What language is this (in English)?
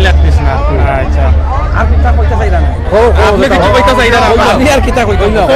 Sylheti